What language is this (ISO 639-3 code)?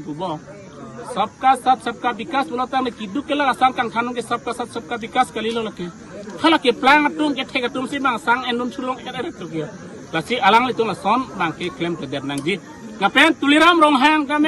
mjw